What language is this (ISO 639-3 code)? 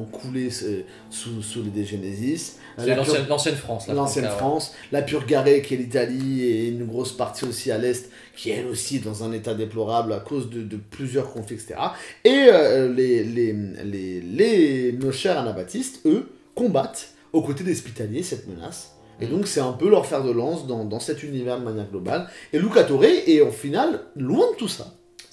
fra